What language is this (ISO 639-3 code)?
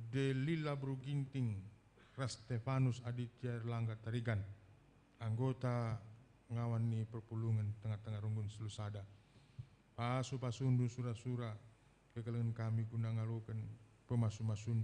btx